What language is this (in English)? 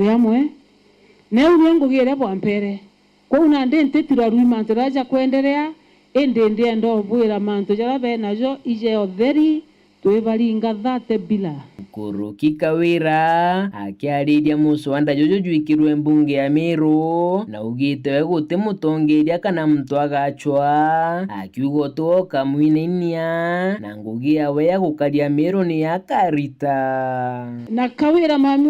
Meru